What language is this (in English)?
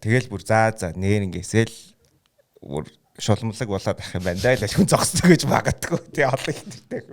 Mongolian